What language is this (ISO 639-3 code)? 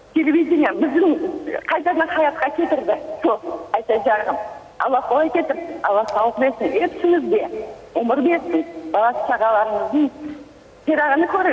crh